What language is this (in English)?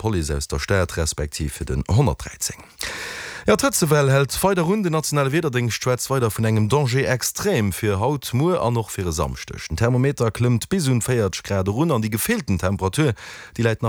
Luxembourgish